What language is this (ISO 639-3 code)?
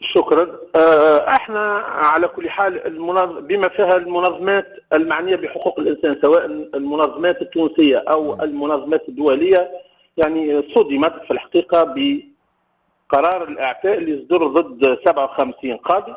aeb